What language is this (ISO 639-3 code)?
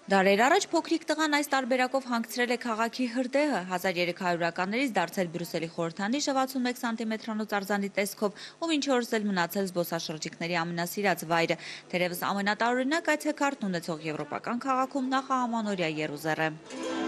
hye